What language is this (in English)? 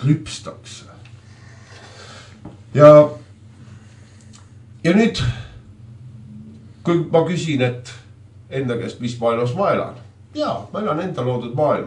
Estonian